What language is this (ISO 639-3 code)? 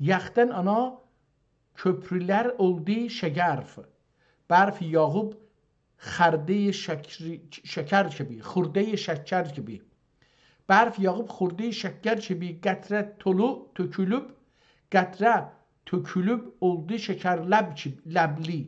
azb